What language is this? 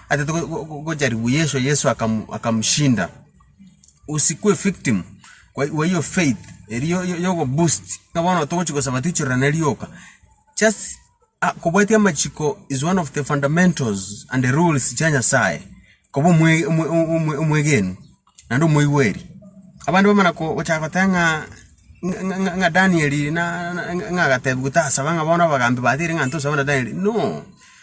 Gusii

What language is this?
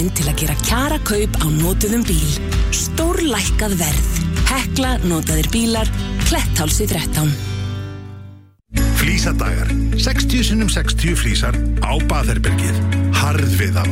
Icelandic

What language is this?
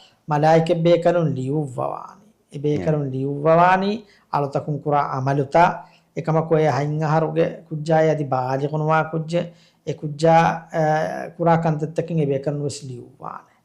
Divehi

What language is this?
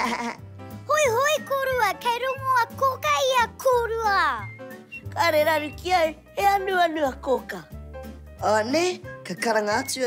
Māori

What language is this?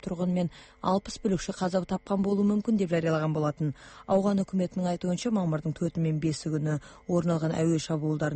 Kyrgyz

